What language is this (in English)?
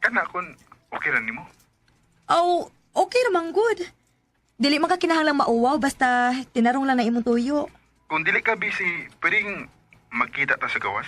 Cebuano